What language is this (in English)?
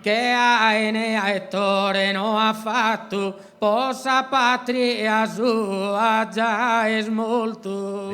Sardinian